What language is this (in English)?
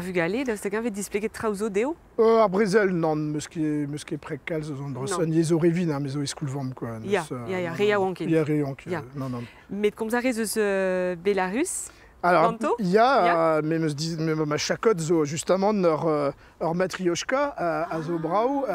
Breton